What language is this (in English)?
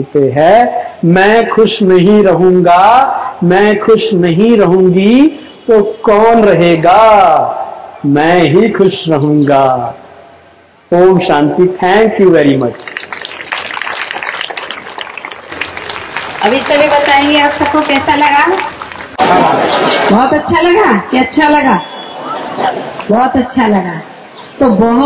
Hindi